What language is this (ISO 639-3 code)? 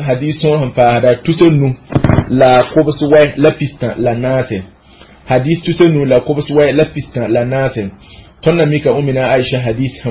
mos